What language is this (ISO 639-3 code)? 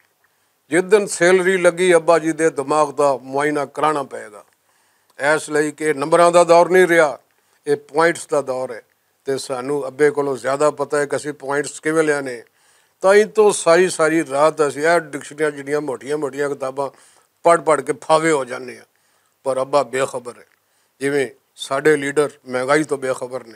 lah